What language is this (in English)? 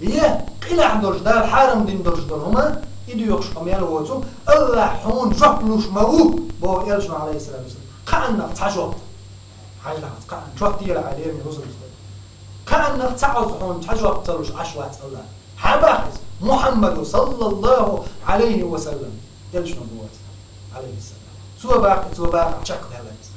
Chechen